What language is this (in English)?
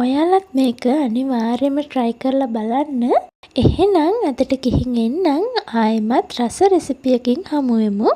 Sinhala